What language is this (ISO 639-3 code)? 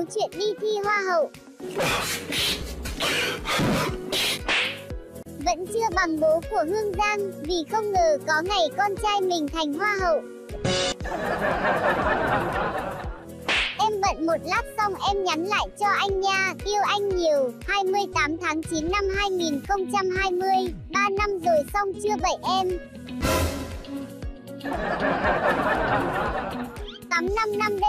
vie